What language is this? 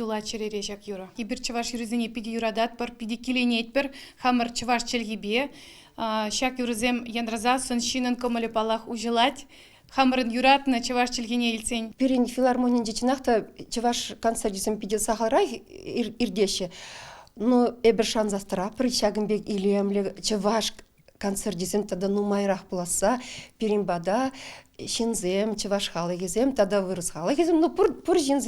Chuvash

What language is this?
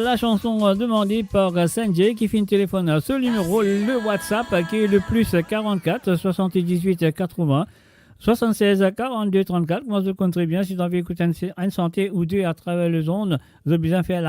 Morisyen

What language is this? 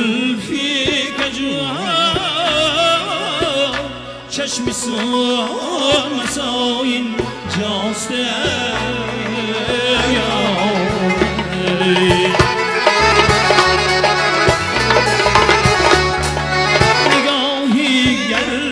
Persian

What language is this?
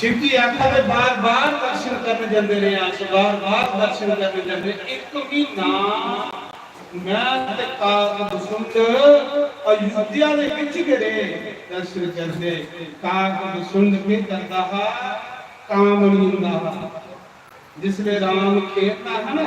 Dogri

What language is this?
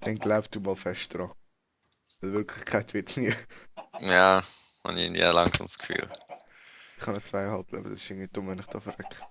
Swiss German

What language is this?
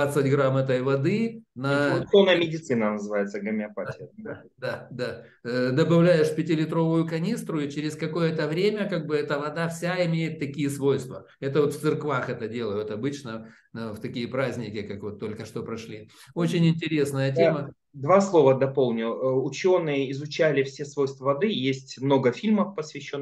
Russian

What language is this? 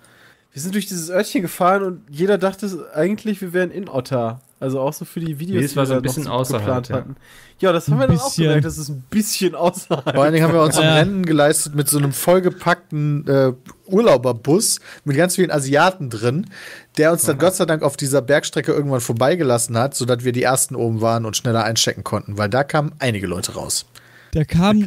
German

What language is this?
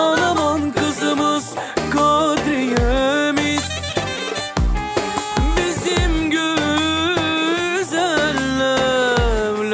Turkish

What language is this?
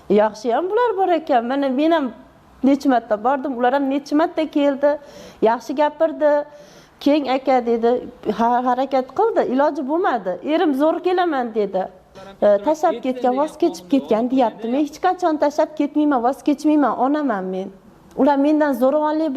Uzbek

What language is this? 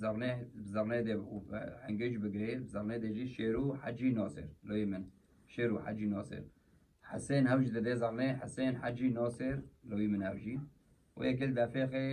Kurdish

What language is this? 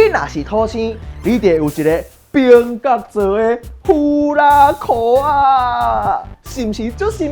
Min Nan Chinese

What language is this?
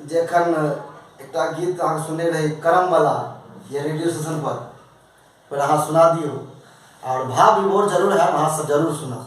Maithili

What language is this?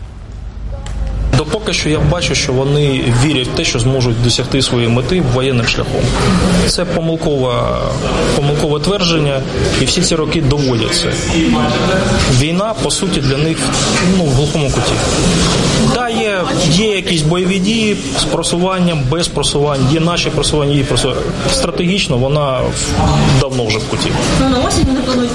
Ukrainian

